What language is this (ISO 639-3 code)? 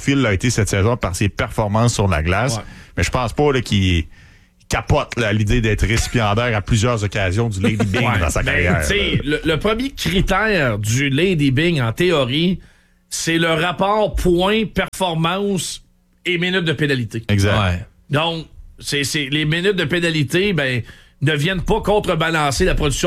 fra